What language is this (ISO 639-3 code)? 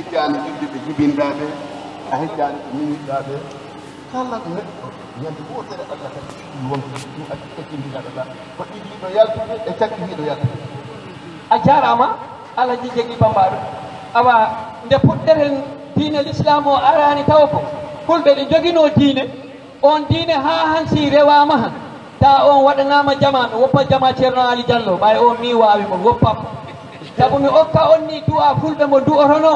ful